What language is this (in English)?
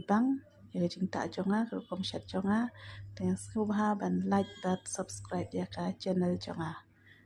Khasi